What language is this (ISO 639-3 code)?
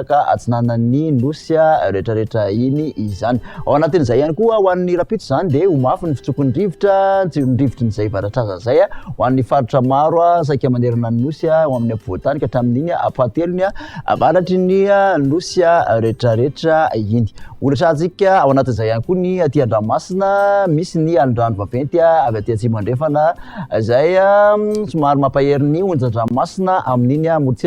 mlg